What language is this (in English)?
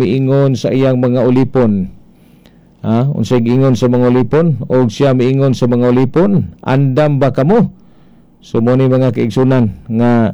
Cebuano